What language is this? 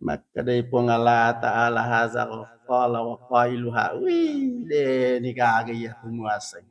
Buginese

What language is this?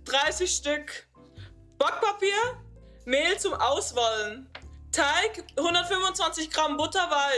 Swiss German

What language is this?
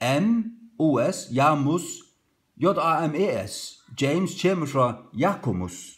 Faroese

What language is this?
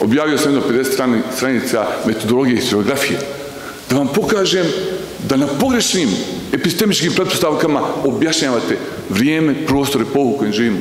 Bosnian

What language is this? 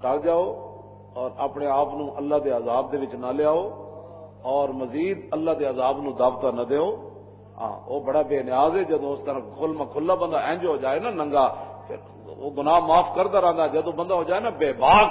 Western Panjabi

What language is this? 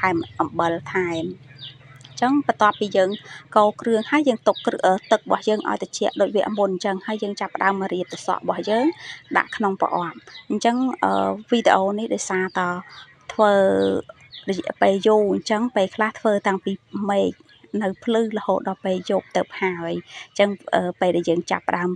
Khmer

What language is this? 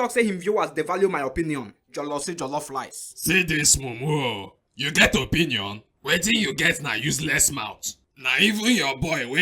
Nigerian Pidgin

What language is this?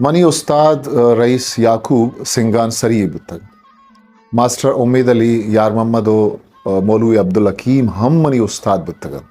Eastern Balochi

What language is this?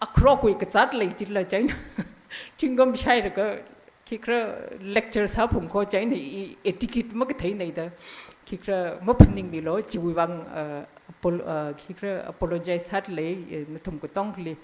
Tangkhul Naga (India)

